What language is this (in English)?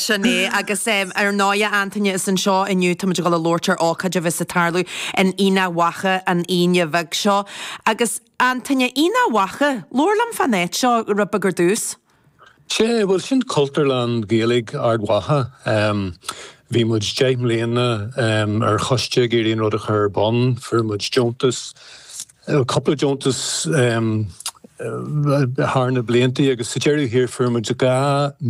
Irish